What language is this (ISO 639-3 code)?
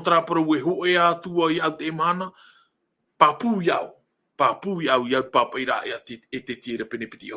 tah